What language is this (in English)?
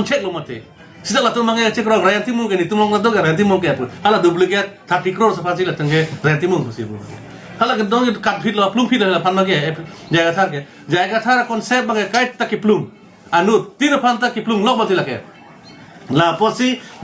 Karbi